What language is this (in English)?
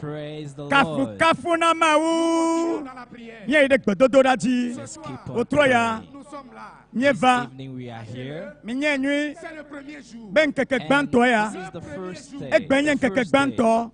Ewe